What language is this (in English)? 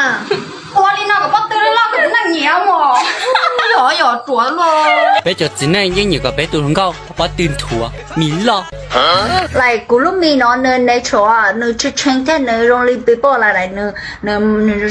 Hmong